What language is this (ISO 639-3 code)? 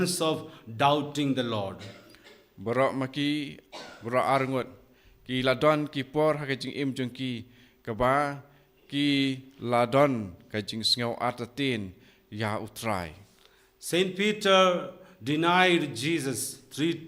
kha